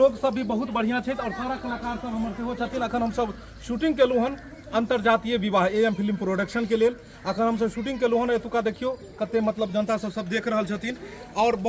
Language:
Maithili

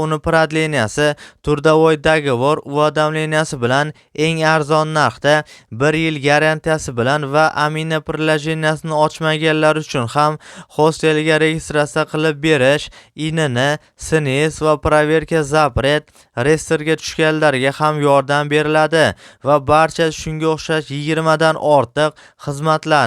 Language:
Uzbek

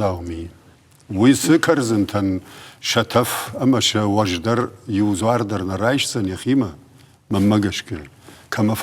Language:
Ossetic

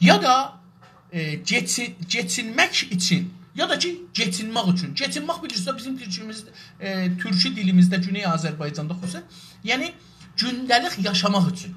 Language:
South Azerbaijani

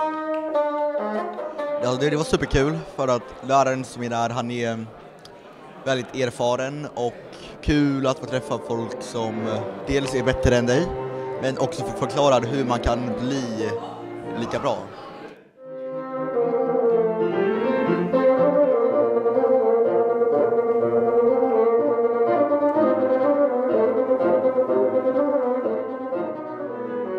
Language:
Swedish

